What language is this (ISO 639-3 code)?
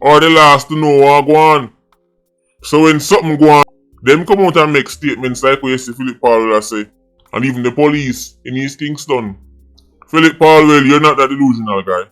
jam